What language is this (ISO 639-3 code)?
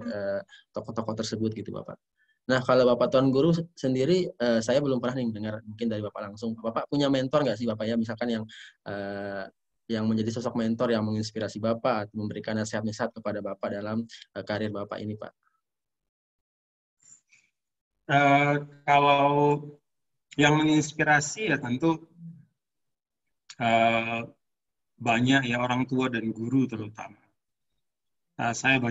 ind